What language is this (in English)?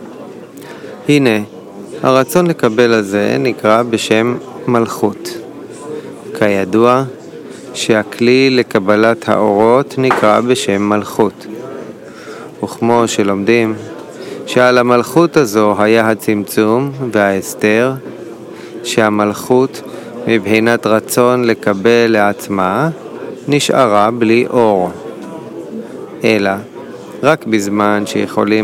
Hebrew